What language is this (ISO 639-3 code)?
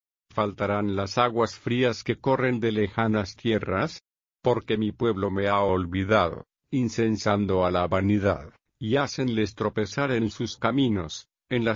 spa